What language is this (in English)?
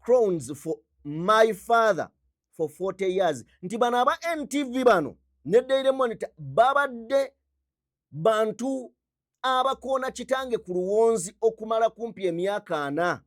Ganda